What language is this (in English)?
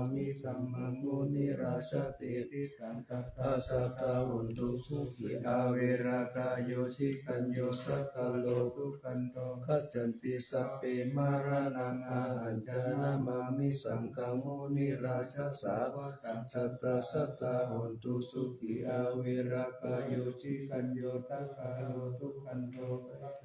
Pali